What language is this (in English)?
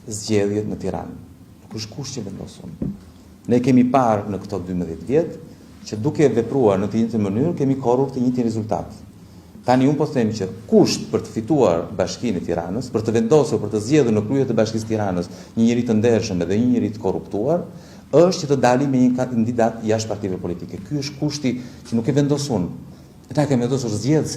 Albanian